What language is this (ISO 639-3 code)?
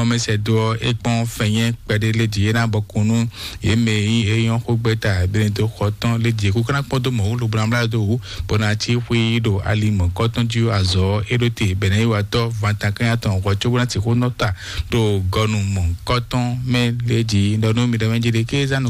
fon